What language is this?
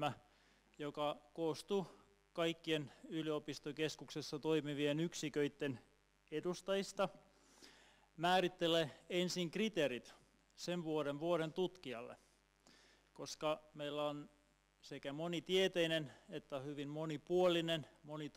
Finnish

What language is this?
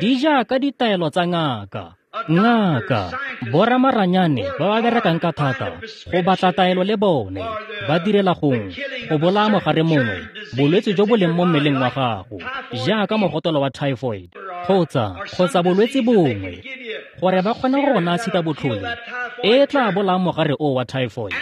Tswana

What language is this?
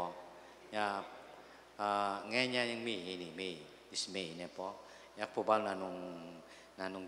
Pampanga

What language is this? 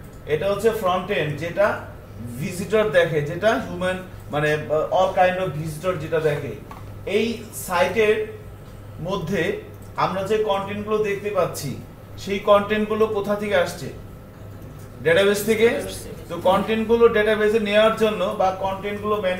Bangla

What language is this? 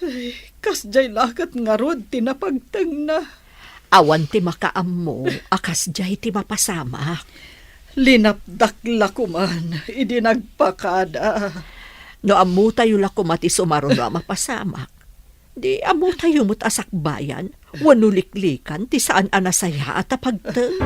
Iloko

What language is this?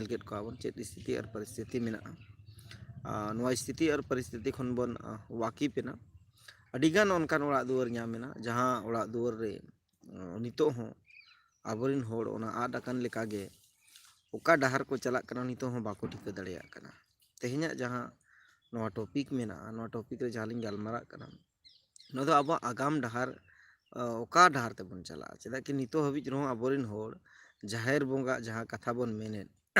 Santali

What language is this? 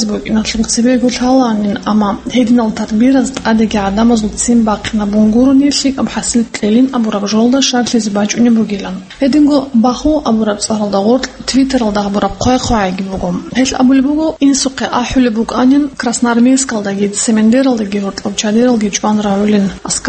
Avaric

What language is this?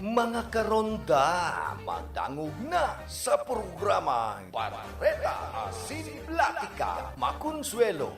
Bikol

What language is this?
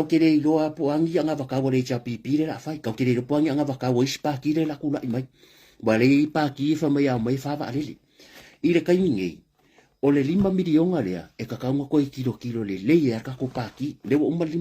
Samoan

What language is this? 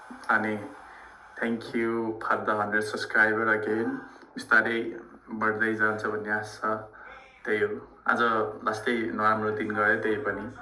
Nepali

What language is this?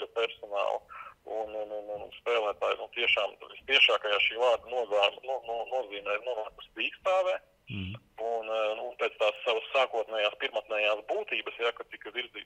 Latvian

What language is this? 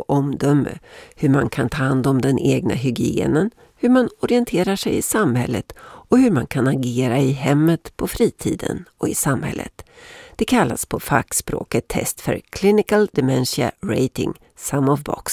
Swedish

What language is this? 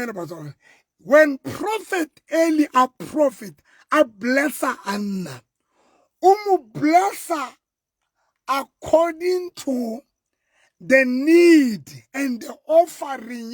Southern Sotho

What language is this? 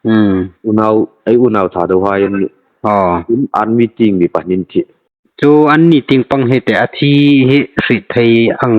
Hmar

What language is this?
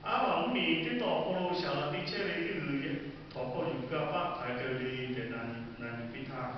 Lahu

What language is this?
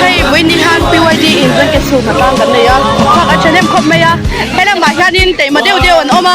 Mizo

